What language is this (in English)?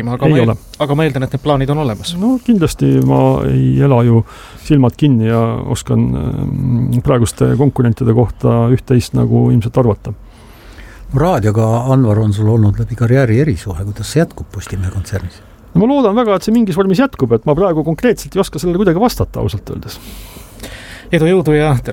Estonian